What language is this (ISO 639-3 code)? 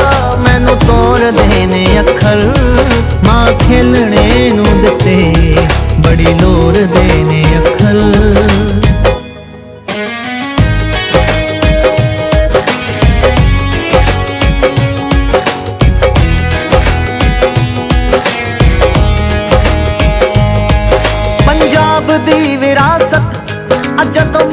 pan